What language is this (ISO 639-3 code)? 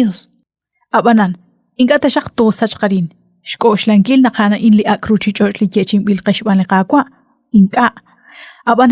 kek